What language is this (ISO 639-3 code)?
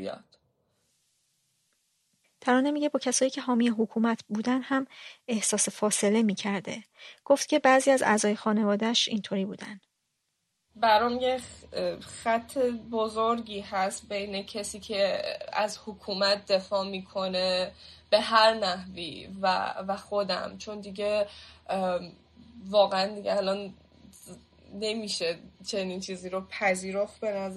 fas